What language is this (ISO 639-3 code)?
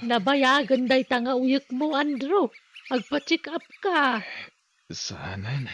ilo